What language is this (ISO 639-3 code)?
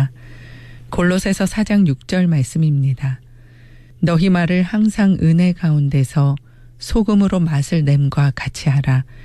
kor